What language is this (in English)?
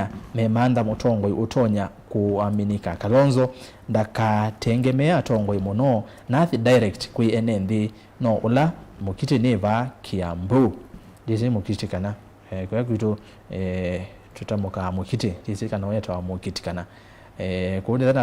Kamba